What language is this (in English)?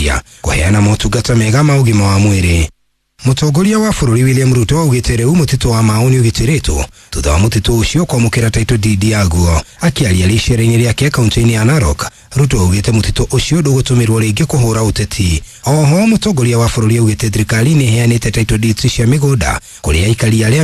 Kikuyu